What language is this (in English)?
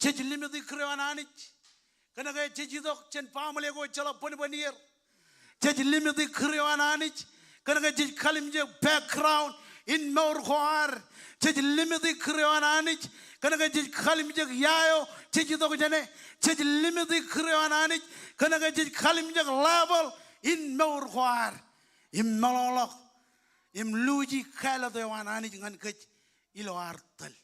Marshallese